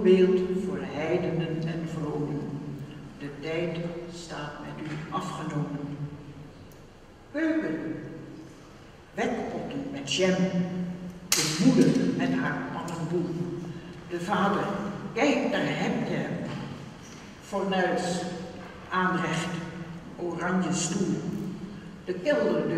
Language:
Dutch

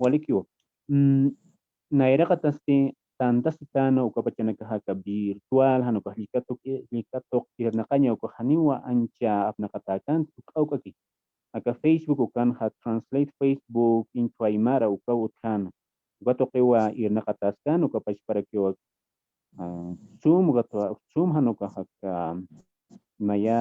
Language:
Aymara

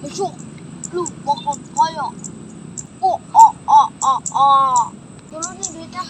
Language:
Betawi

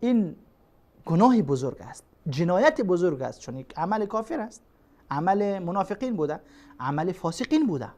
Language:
Persian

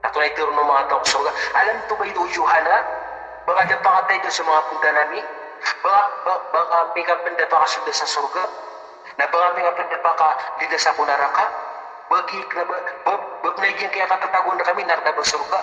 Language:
Maranao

